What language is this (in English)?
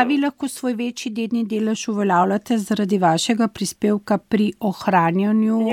Slovenian